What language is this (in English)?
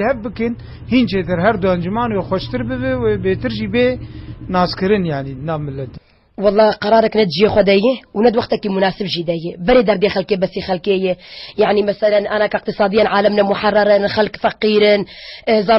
Kurdish